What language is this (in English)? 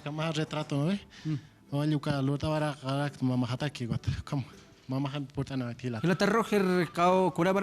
Aymara